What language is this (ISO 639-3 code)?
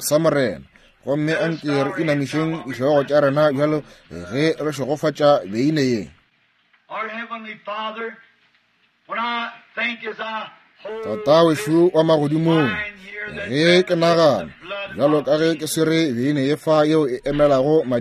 nso